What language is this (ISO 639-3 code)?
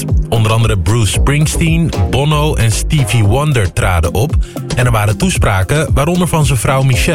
nld